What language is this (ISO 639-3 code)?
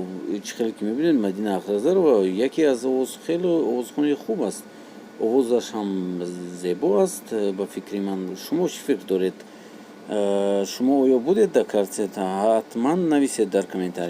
tgk